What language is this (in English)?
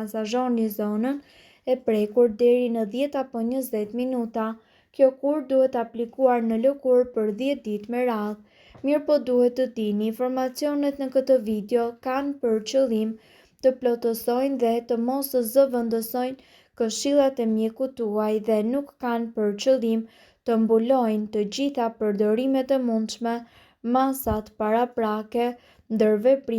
Albanian